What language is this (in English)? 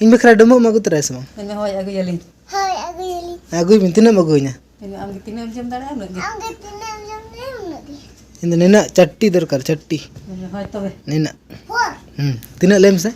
Santali